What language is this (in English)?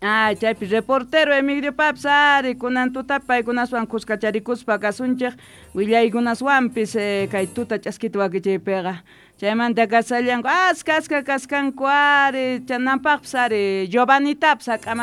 Quechua